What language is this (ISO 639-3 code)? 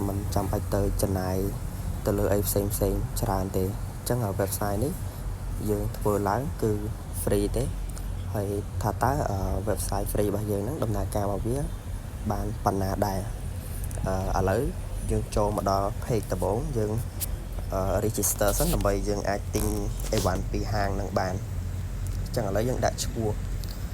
khm